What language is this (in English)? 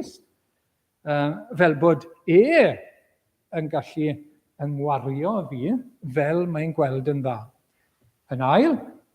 Welsh